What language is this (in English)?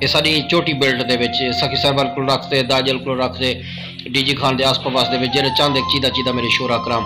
Saraiki